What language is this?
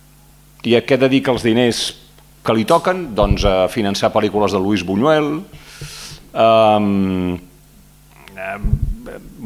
Catalan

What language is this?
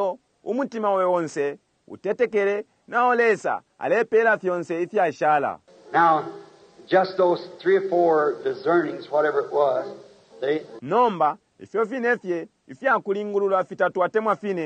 Bemba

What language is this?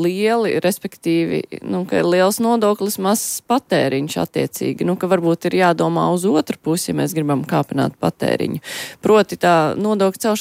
Latvian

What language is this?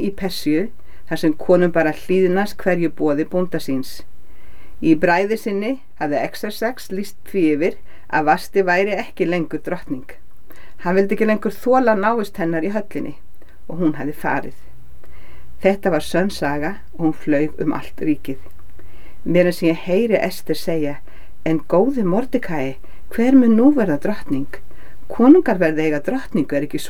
Icelandic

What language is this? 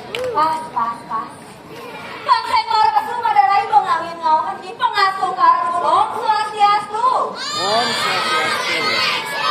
Balinese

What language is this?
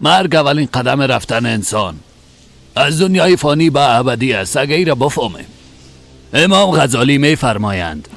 Persian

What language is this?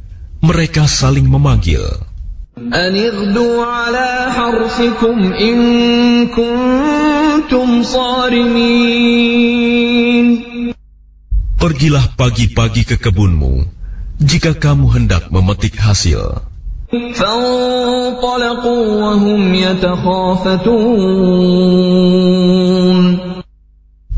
Indonesian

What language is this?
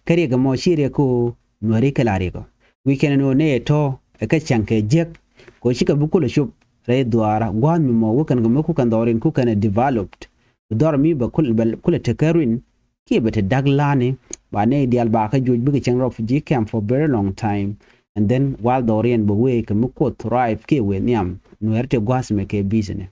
Nuer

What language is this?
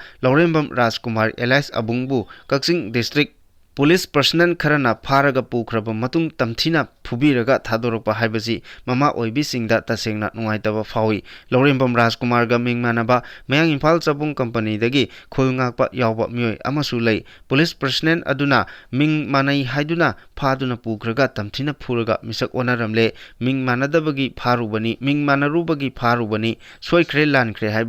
Manipuri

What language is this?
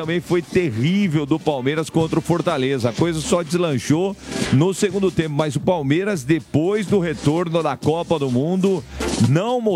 Portuguese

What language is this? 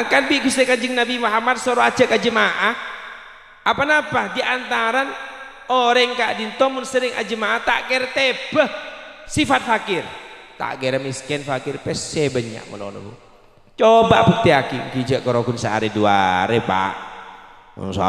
Madurese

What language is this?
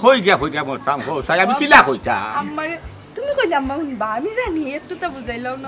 Sylheti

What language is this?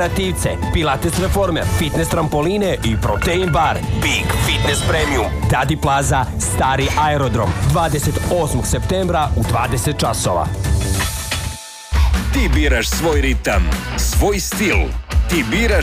Serbian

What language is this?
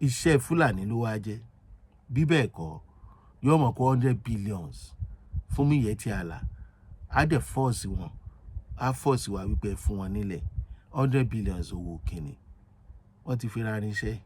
Yoruba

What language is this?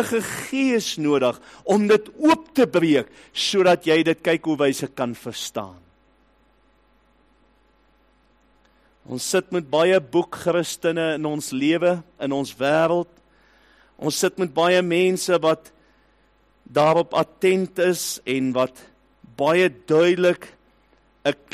Afrikaans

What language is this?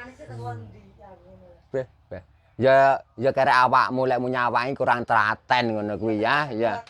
Javanese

